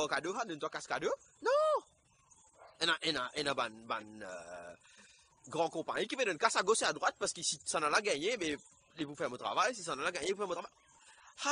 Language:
Morisyen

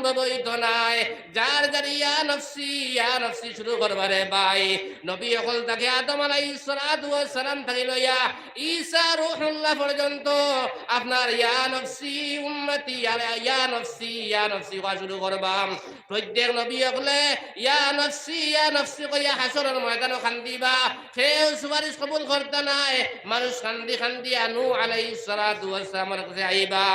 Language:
Sylheti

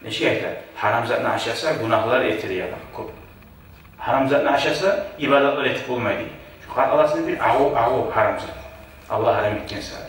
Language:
Kumyk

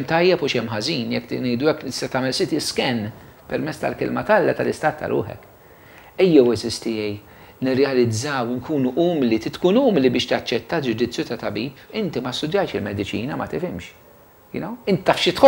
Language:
Maltese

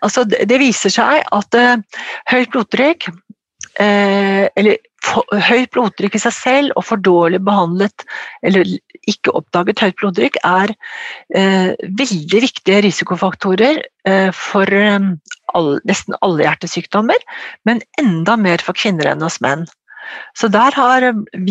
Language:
Norwegian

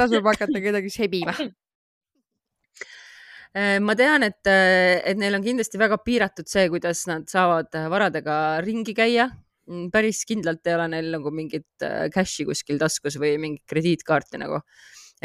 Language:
Estonian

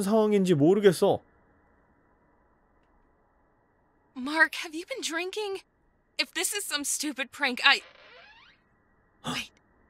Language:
Korean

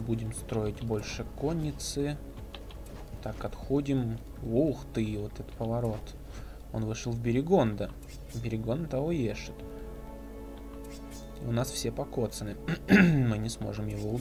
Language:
Russian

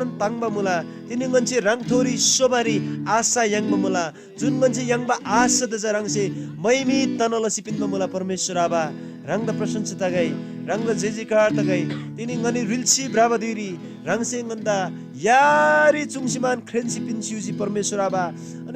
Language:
Eastern Tamang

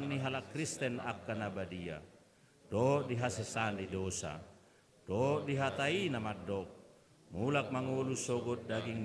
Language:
Batak Toba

